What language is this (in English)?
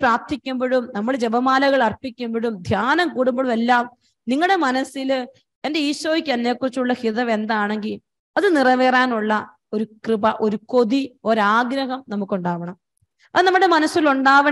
Malayalam